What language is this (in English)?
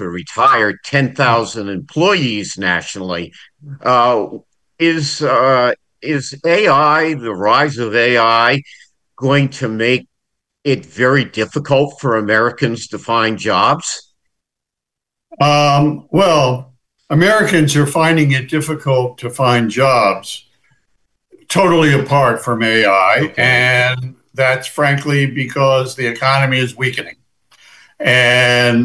English